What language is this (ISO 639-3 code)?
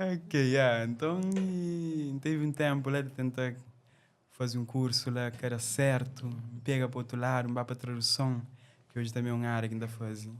kea